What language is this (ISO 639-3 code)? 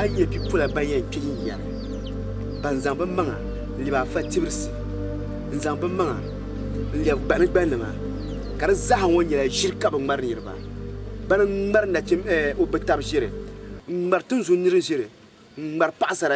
dag